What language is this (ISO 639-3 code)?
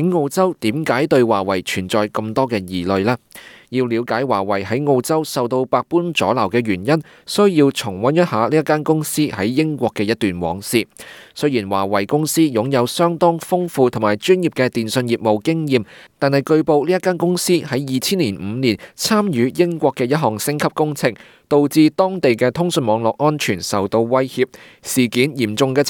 yue